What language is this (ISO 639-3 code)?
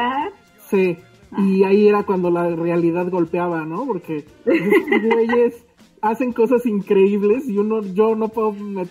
spa